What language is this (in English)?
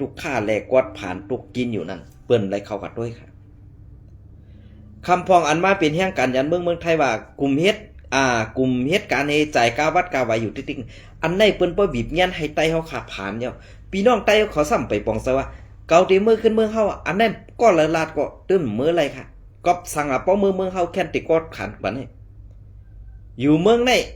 Shan